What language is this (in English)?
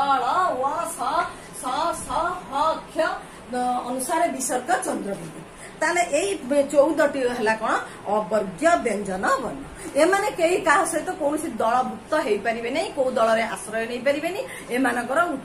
Odia